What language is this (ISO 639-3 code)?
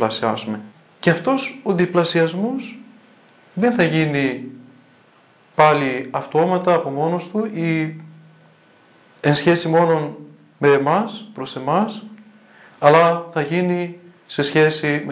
ell